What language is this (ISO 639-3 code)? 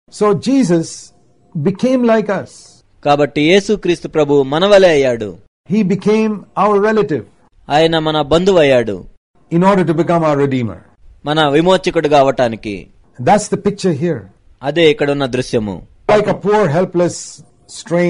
tel